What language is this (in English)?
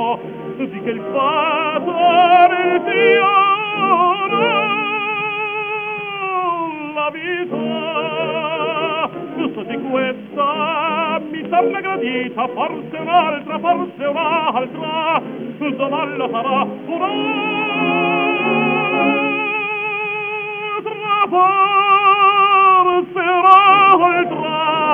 Italian